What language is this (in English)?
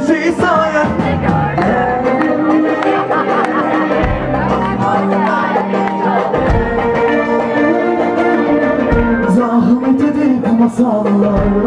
Turkish